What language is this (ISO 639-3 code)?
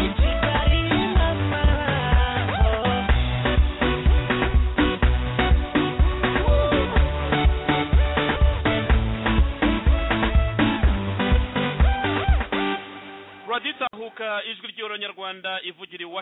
kin